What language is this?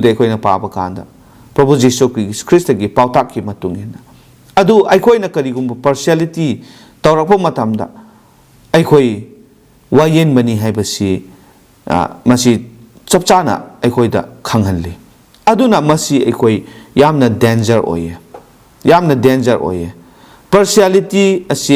Manipuri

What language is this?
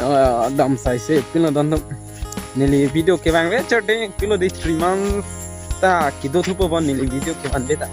Karbi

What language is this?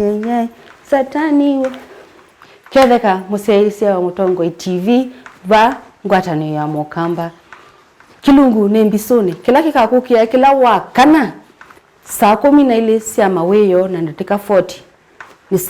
Kamba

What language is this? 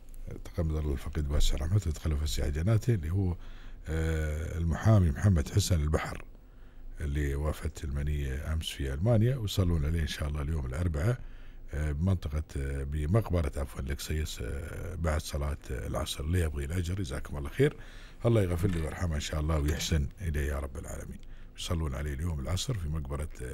Gulf Arabic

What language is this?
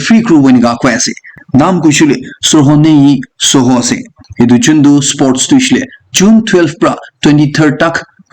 Naga Pidgin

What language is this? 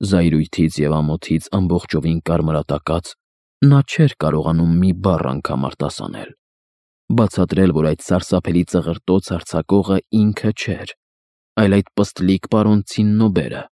Armenian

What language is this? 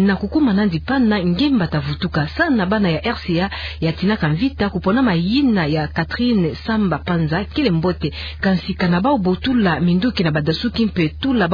Kituba (Democratic Republic of Congo)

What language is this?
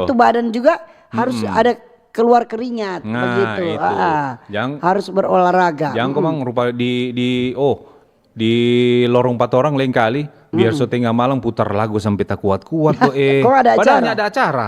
Manado Malay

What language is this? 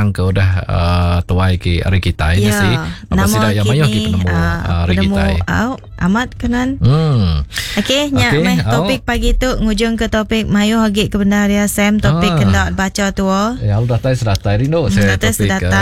Iban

